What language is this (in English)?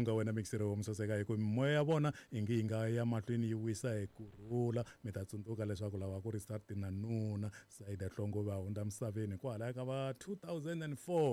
Tsonga